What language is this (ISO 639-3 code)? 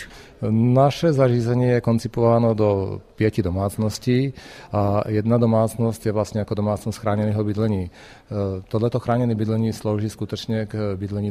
ces